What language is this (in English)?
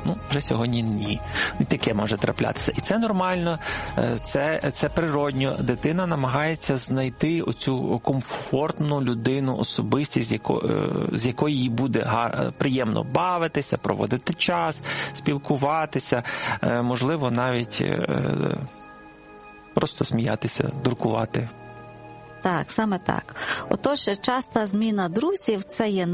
Ukrainian